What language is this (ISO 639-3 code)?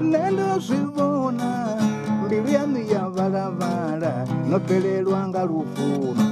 ven